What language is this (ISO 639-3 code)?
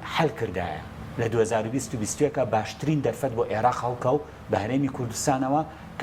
ckb